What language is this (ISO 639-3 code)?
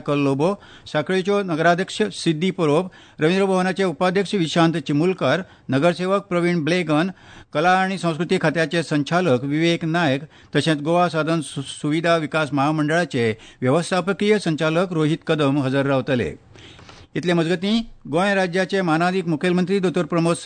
kok